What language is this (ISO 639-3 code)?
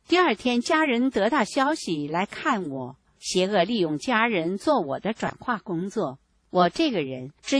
zho